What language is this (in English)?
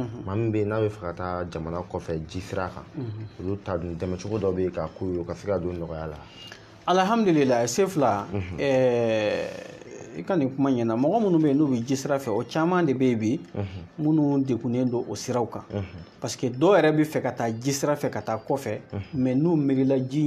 Bambara